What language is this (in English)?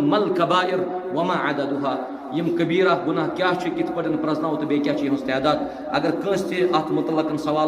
Kashmiri